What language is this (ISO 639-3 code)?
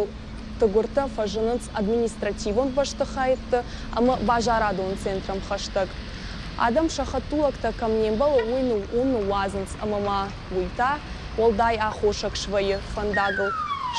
oss